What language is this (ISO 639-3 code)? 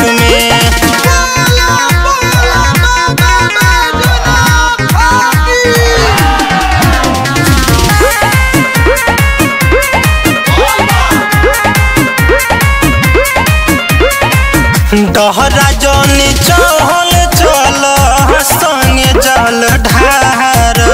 bho